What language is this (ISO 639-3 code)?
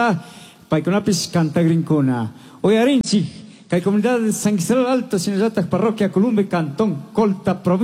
qug